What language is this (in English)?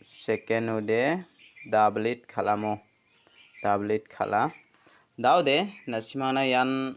Garo